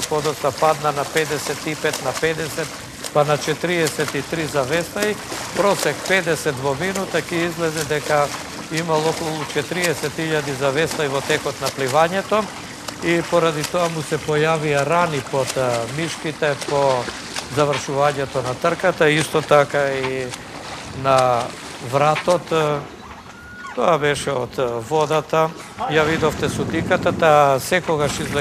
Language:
Macedonian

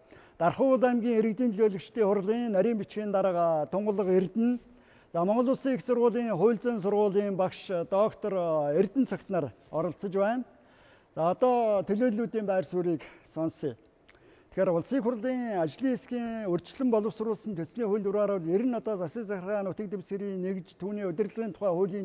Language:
Mongolian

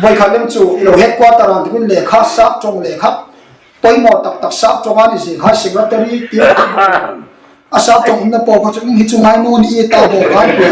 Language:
Hmar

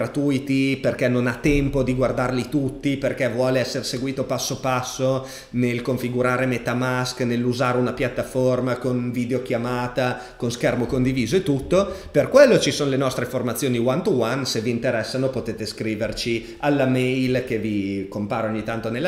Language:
Italian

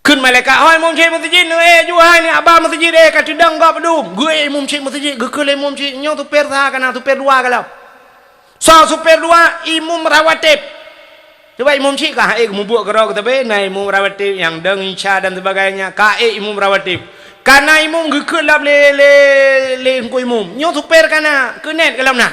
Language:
Achinese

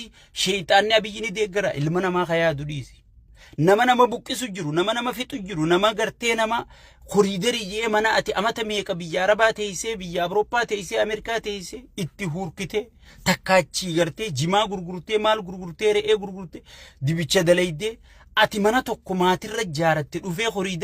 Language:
Oromo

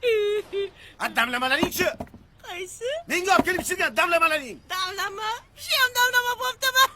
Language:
Uzbek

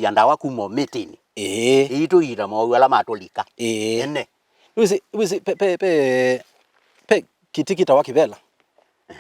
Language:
Kamba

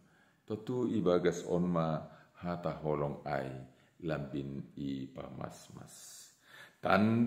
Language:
Batak Simalungun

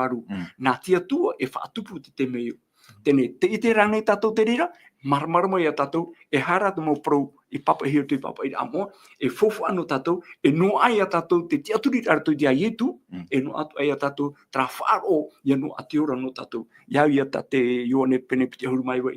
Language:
Tahitian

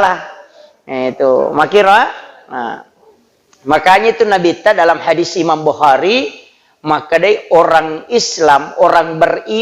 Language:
Buginese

